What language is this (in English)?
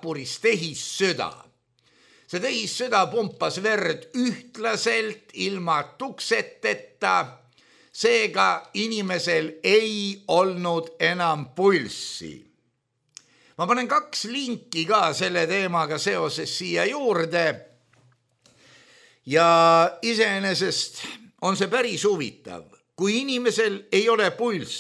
Estonian